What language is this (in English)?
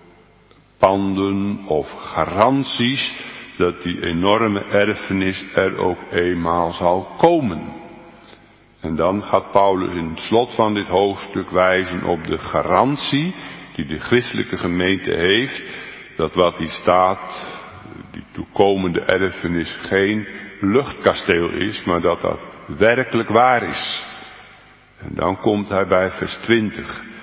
Dutch